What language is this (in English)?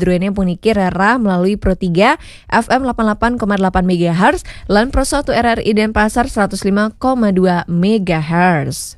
Balinese